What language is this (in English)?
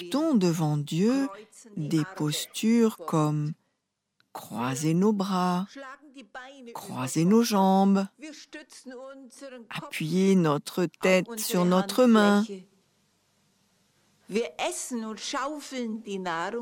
French